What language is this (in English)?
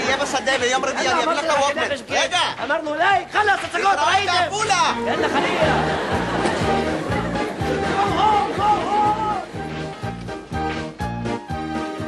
Hebrew